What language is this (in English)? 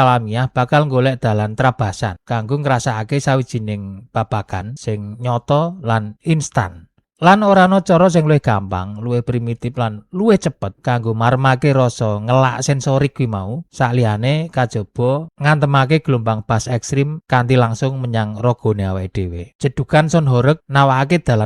Javanese